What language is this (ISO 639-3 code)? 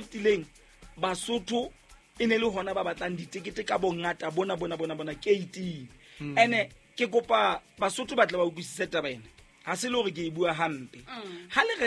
sot